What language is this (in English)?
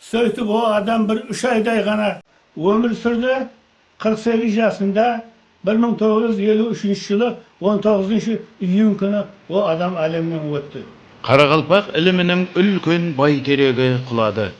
Kara-Kalpak